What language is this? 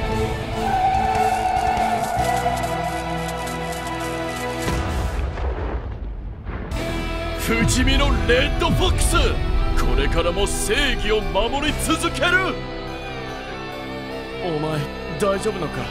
Japanese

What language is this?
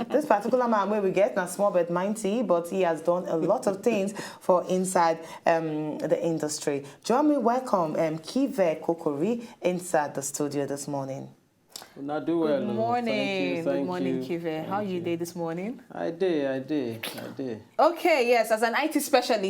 Nigerian Pidgin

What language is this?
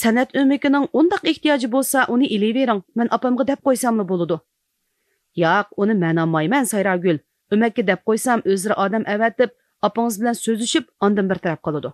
Uyghur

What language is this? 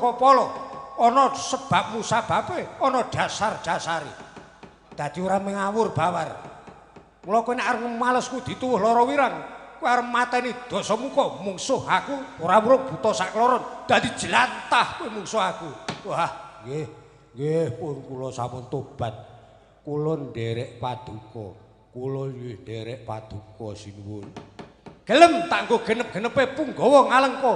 Javanese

